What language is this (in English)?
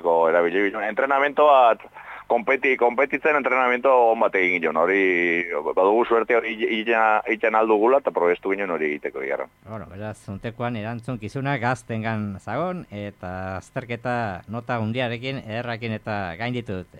Basque